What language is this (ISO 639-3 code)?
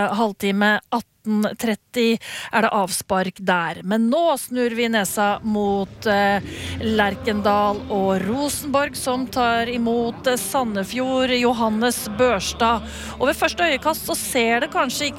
nor